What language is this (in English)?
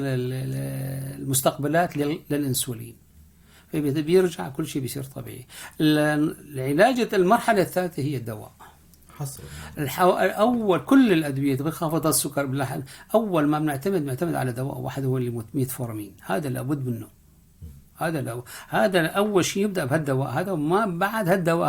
North Levantine Arabic